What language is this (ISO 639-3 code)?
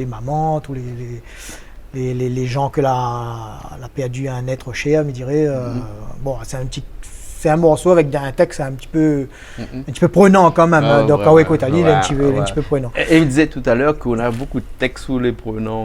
rcf